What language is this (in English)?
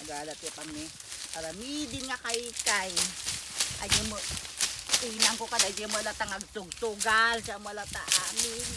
Iloko